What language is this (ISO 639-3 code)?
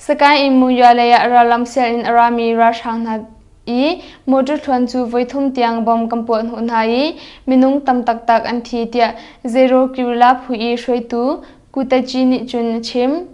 cnh